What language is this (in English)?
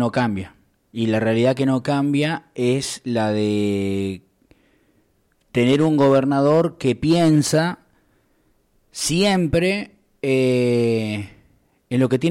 Spanish